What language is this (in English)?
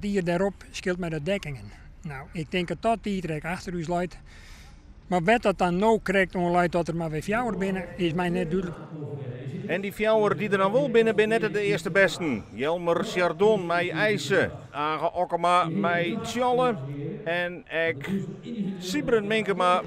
Western Frisian